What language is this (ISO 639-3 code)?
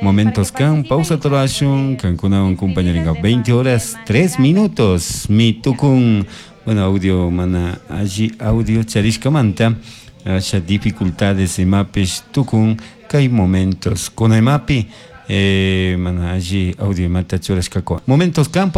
qug